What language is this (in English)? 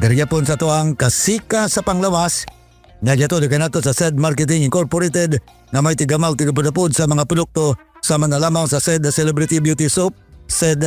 Cebuano